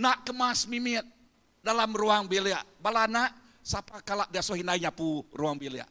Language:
Iban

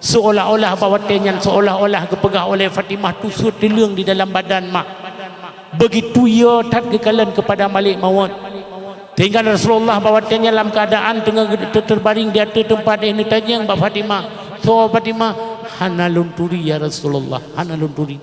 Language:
Achinese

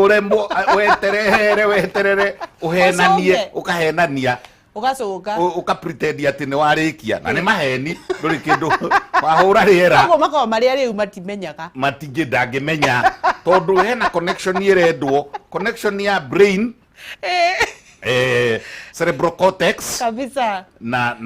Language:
Kikuyu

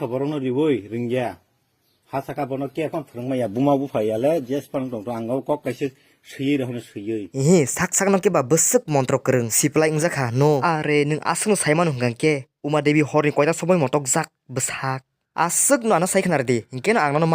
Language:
Kok Borok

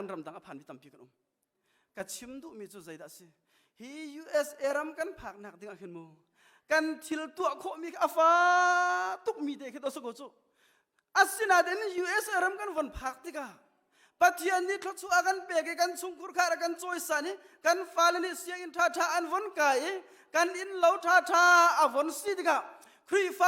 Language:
Hakha Chin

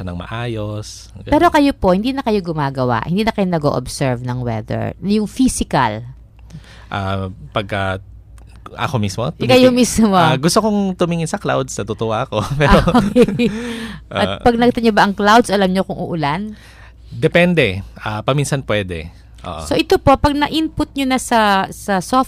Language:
Filipino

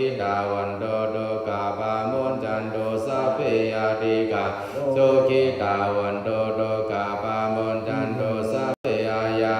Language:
Pali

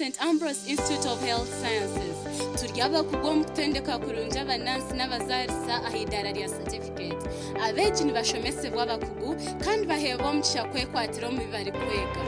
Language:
Nyankole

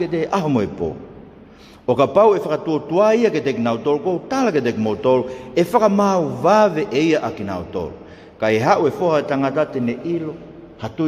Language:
Tongan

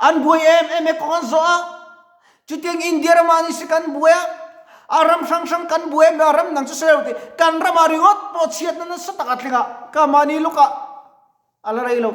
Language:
Mizo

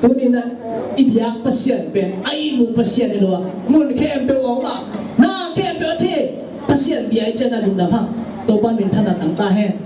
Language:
Tedim Chin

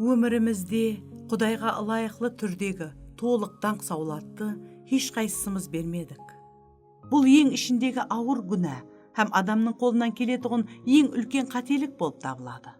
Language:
Kara-Kalpak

